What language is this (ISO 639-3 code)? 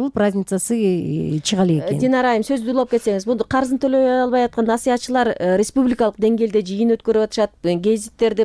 kir